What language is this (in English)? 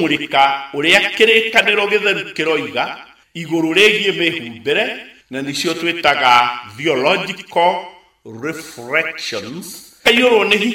Kikuyu